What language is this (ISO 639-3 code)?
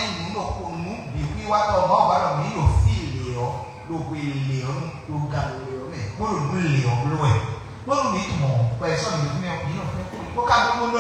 fon